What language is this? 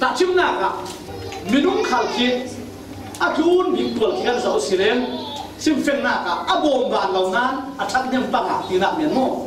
Falam Chin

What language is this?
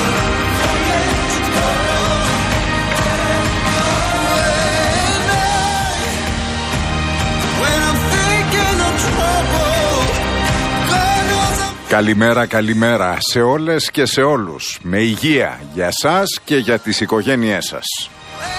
Greek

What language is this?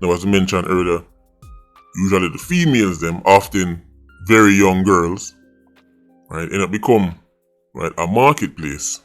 Jamaican Creole English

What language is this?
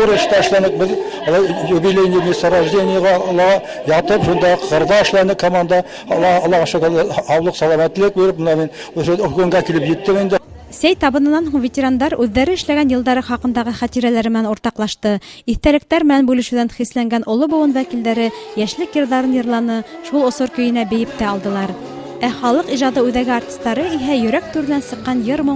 Bashkir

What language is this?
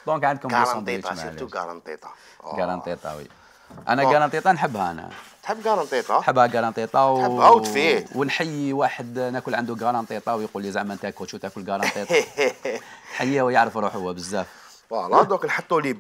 Algerian Arabic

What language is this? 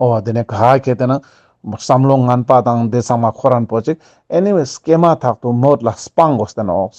Ladakhi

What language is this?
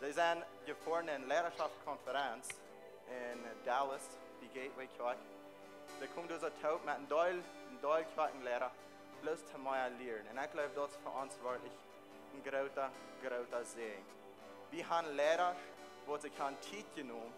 Plautdietsch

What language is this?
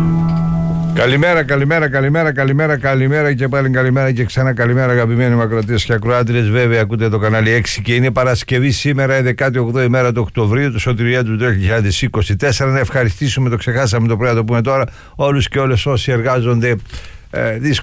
Greek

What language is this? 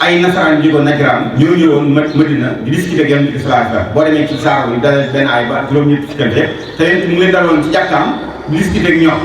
Wolof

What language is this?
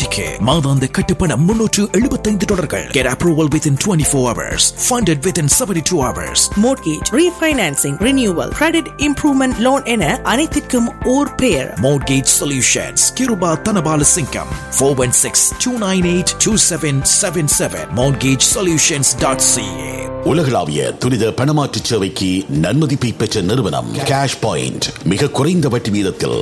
Tamil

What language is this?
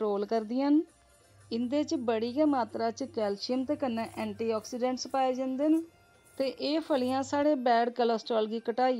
Dogri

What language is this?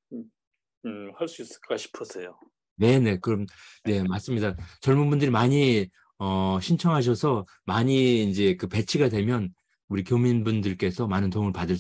Korean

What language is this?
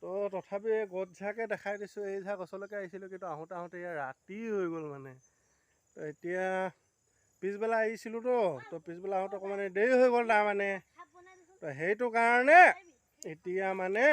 Assamese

